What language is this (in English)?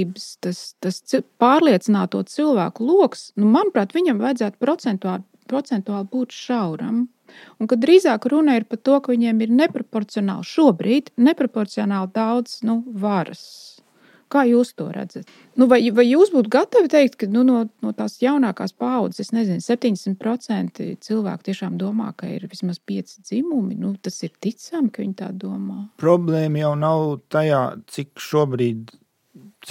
Latvian